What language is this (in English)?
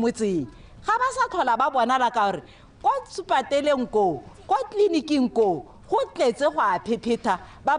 Tswana